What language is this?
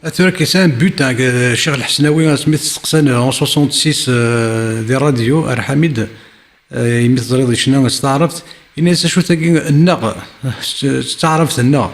Kabyle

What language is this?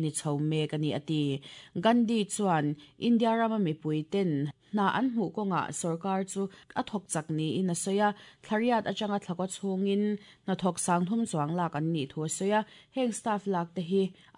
Mizo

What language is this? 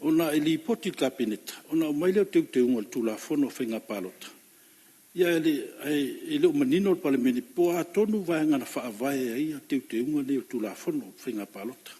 Samoan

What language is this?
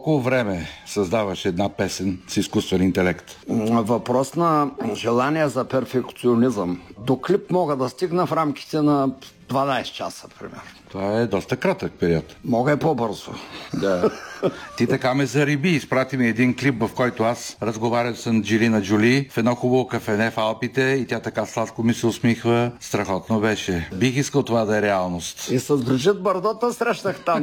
Bulgarian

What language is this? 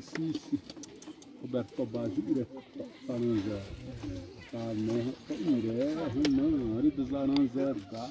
Xavánte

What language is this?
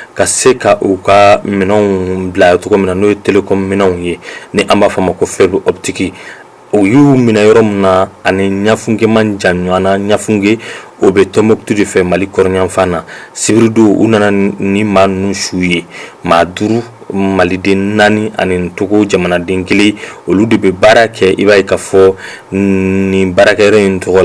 Bambara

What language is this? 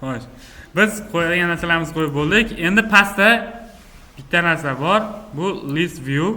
Uzbek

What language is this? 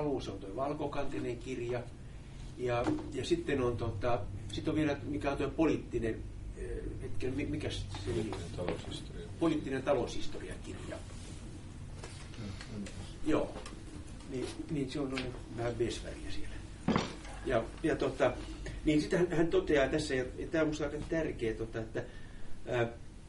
Finnish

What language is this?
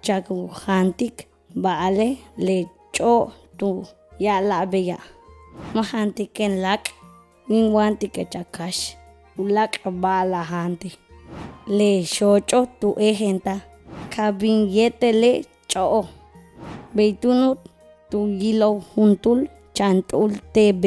Yucateco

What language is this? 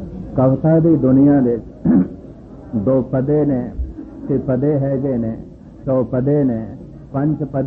Punjabi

